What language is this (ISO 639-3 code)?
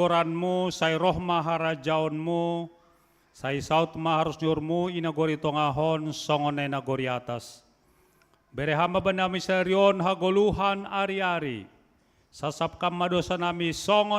bts